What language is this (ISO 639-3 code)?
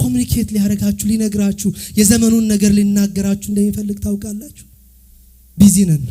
amh